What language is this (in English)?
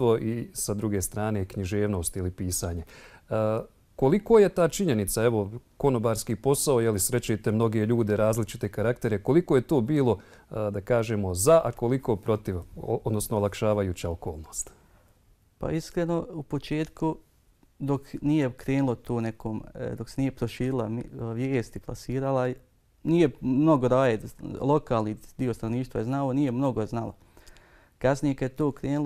Bosnian